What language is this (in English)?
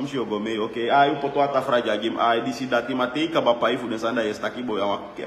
Sranan Tongo